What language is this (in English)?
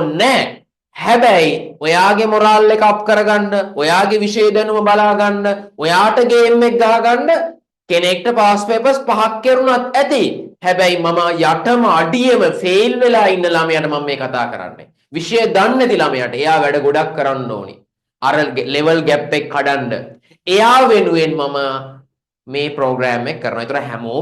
Sinhala